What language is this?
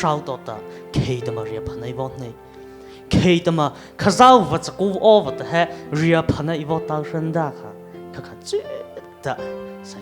Mara Chin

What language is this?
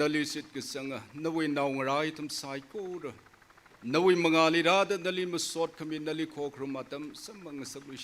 Tangkhul Naga (India)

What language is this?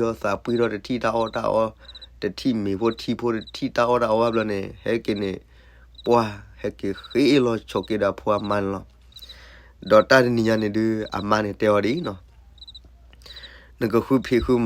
S'gaw Karen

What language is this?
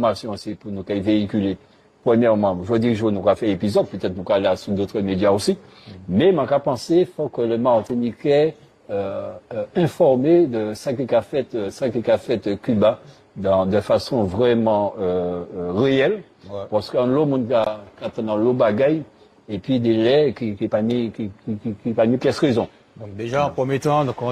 Guadeloupean Creole French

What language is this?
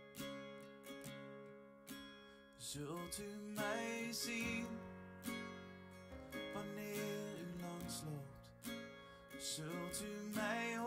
Dutch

